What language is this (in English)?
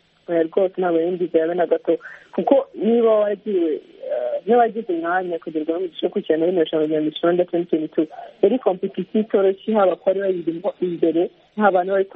Kinyarwanda